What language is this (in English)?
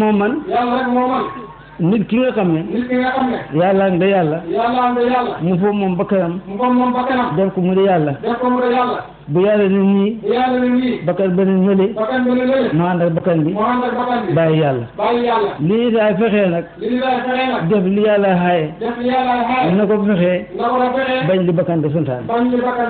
Wolof